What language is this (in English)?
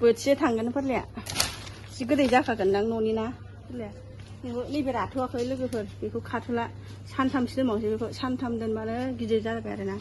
Bodo